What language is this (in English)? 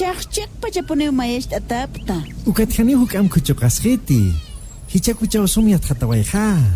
Aymara